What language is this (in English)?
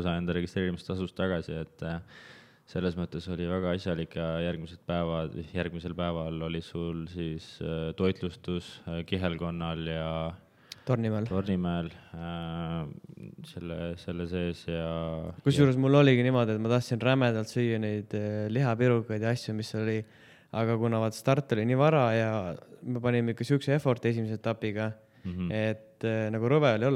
Estonian